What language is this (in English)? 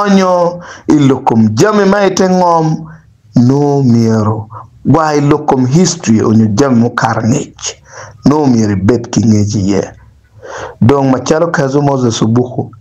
Acoli